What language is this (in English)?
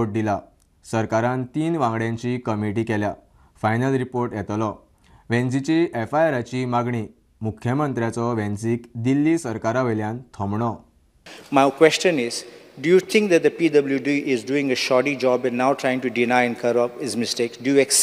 Konkani